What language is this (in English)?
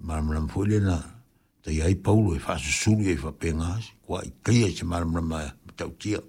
Samoan